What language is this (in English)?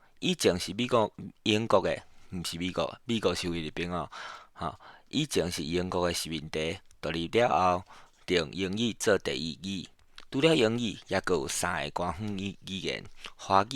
Min Nan Chinese